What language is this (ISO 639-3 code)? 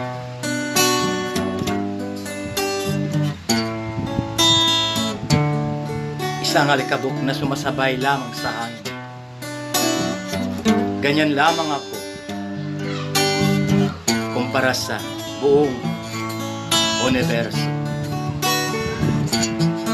fil